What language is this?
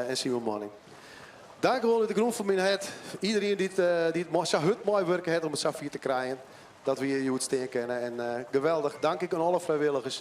Western Frisian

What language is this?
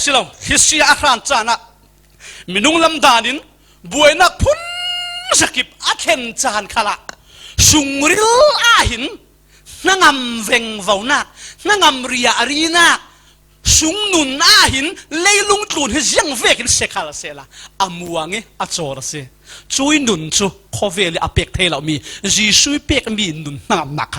Falam Chin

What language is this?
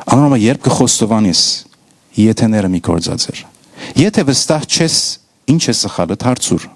Western Armenian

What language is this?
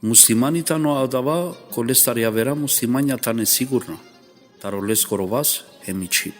Balkan Romani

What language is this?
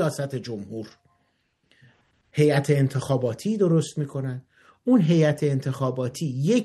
Persian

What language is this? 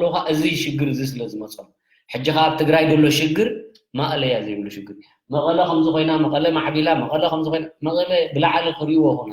Tigrinya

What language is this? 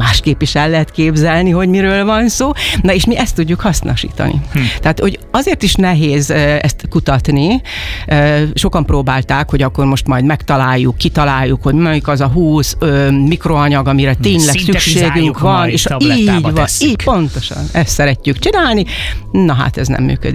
Hungarian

